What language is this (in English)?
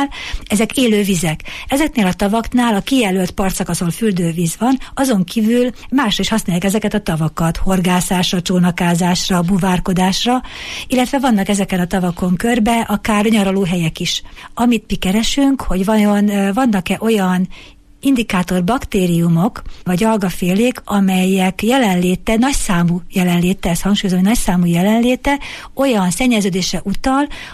Hungarian